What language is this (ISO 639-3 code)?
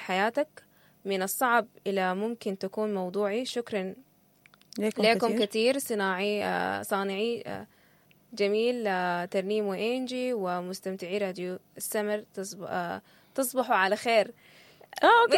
apd